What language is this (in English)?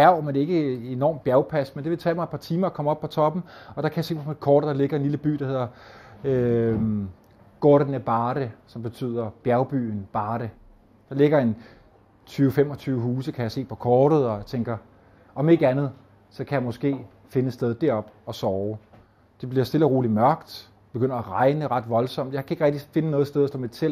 Danish